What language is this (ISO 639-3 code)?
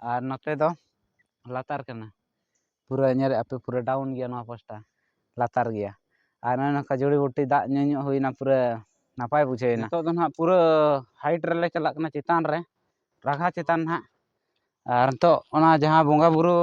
sat